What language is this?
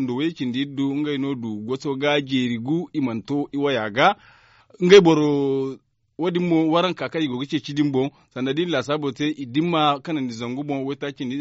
Zarma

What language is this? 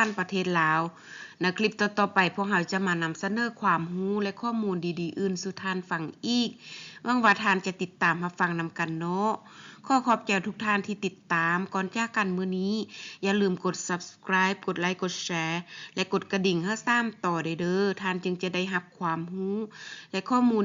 Lao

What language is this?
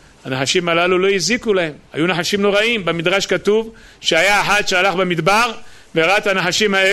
Hebrew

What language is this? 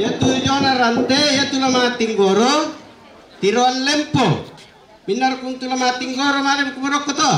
Toraja-Sa'dan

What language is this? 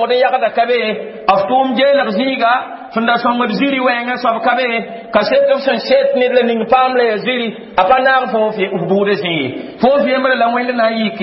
Mossi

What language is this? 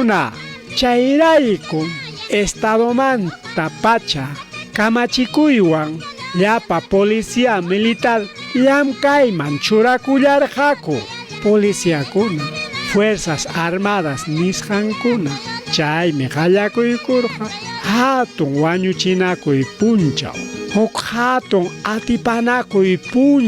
Ayacucho Quechua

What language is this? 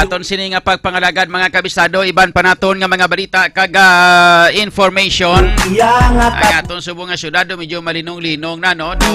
Hiligaynon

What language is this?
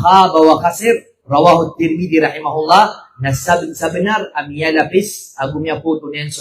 Maranao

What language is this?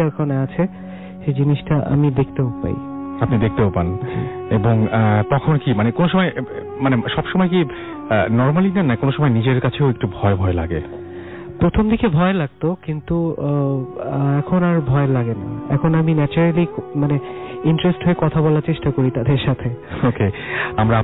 Bangla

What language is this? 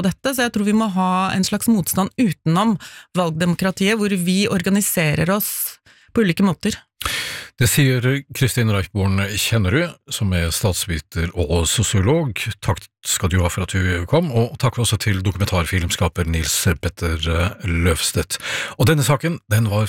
Norwegian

